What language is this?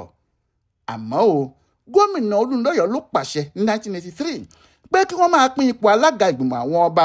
Yoruba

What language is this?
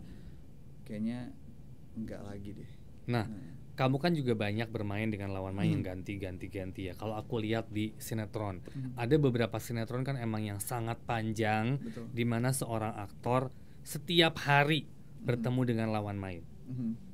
Indonesian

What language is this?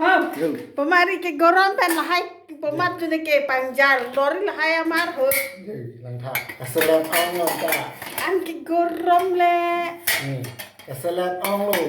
Karbi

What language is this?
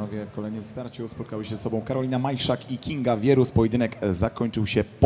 Polish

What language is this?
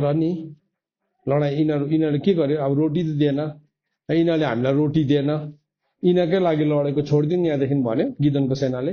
Nepali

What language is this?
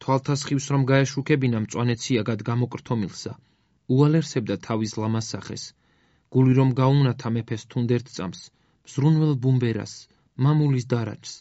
Georgian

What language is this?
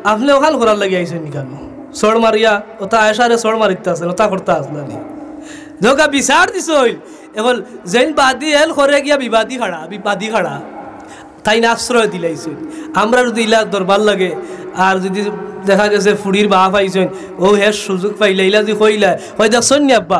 Sylheti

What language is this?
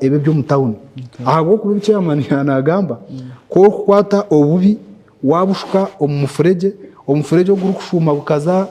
Nyankole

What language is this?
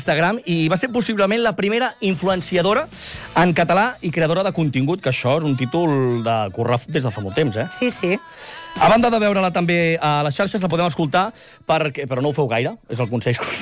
Catalan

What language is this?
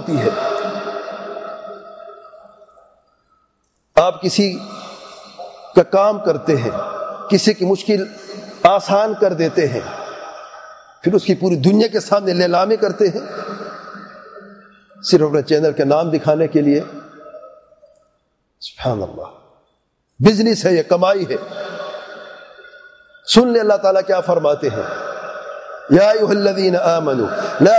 Urdu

